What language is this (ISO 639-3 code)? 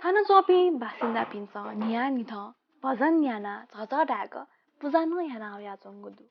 new